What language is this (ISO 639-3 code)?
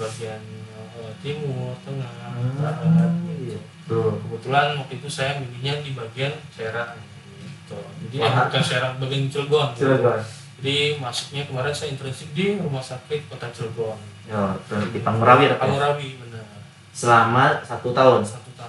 ind